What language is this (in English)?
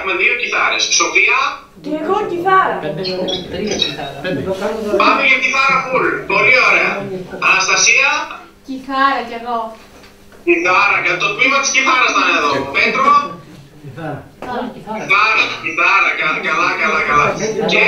Greek